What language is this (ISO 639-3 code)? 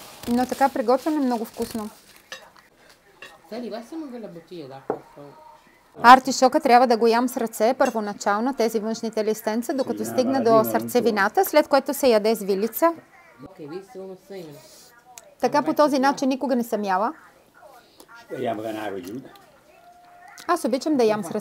bul